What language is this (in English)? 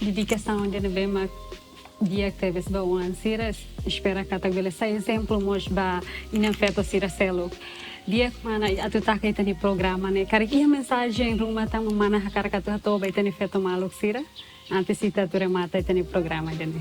Tetum